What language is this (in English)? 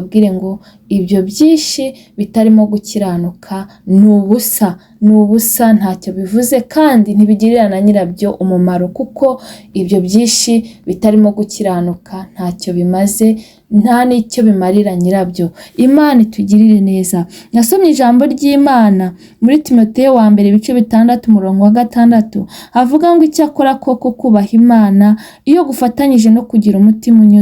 Kinyarwanda